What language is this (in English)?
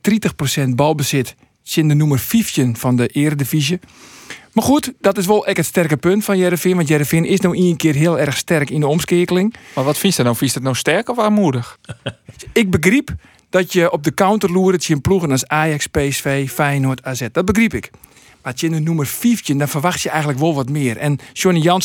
Western Frisian